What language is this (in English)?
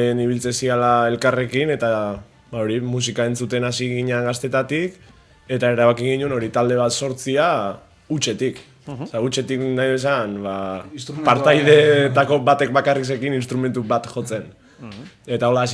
Basque